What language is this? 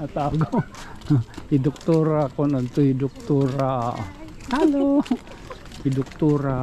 Waray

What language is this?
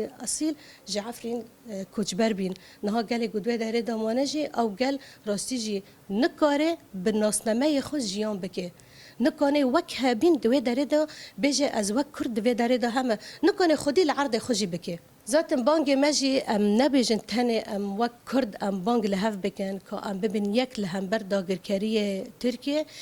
Kurdish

